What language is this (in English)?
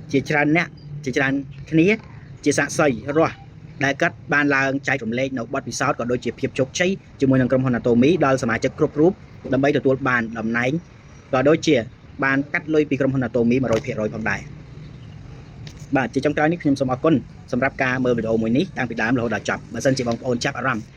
Khmer